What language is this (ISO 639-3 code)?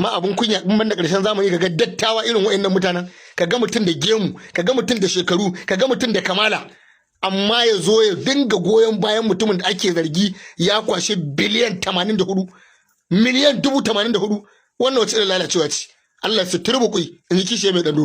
hau